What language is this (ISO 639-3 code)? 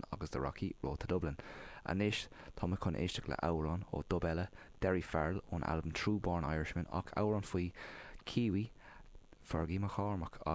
gle